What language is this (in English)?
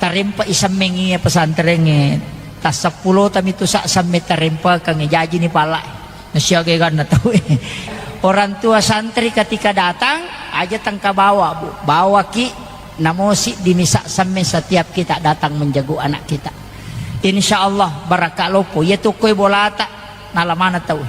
Buginese